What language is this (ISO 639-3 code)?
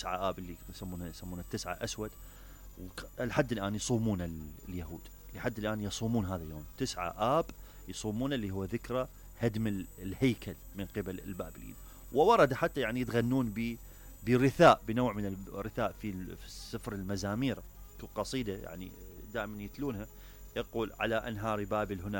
acm